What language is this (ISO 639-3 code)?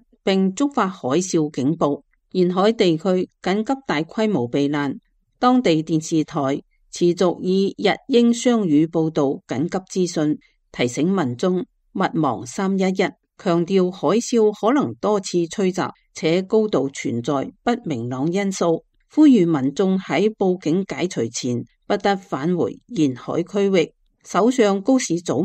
yue